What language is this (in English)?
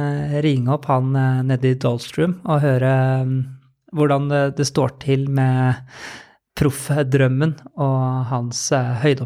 Norwegian